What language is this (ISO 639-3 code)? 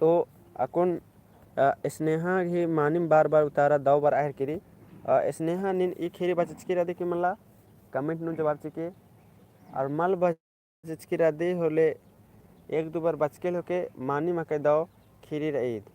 kru